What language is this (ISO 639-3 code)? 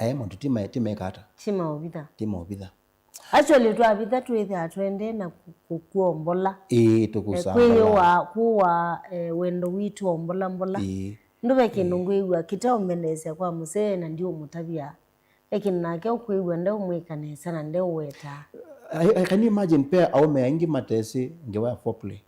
kam